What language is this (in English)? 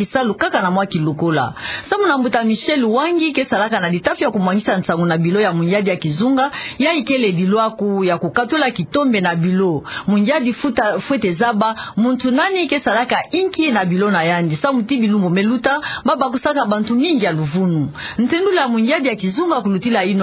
Kituba (Democratic Republic of Congo)